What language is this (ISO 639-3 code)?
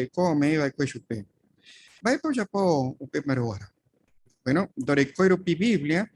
grn